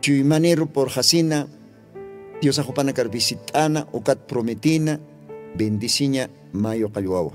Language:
Aymara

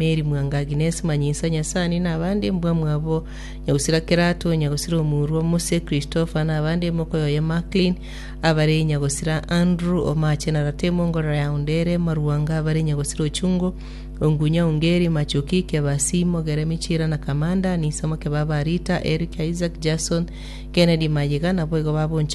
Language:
Gusii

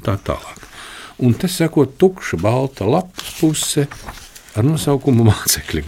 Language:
Latvian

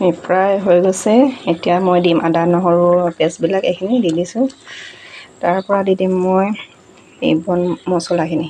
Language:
Assamese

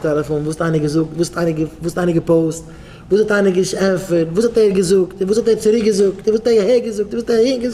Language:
Yiddish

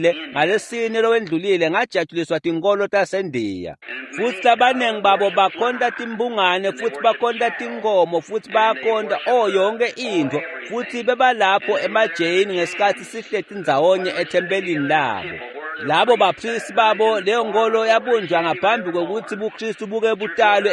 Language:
Swati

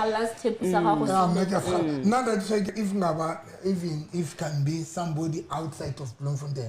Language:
Southern Sotho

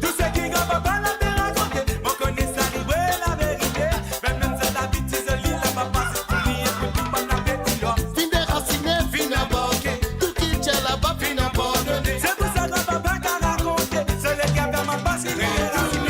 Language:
Morisyen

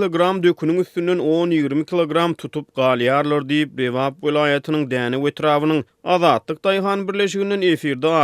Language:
Turkmen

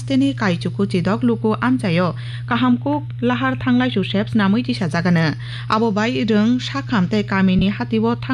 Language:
Kok Borok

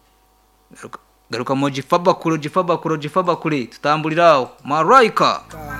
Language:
Kinyarwanda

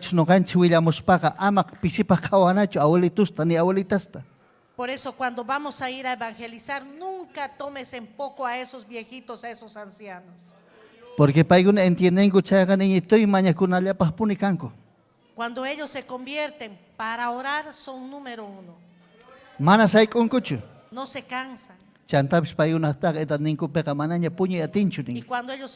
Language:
Ayacucho Quechua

